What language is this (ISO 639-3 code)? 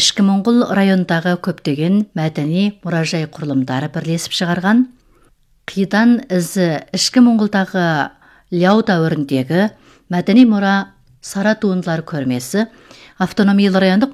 kaz